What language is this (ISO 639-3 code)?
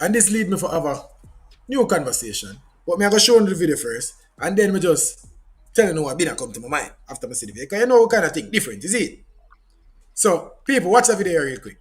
jam